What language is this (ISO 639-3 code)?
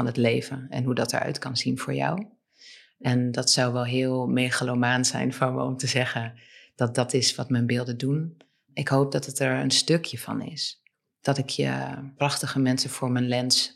nld